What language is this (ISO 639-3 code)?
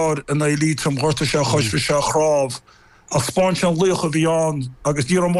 gle